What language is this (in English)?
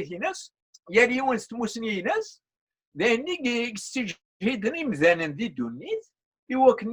Kabyle